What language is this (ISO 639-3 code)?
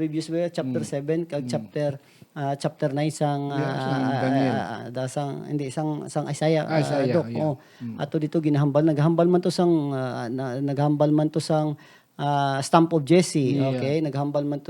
hil